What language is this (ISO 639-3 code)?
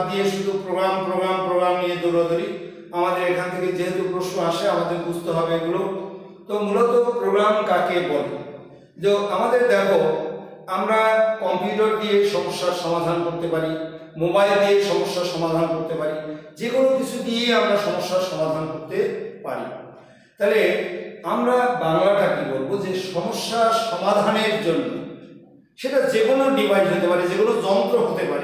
ben